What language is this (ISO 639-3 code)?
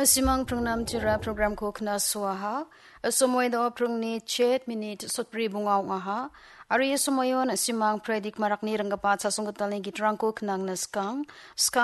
grt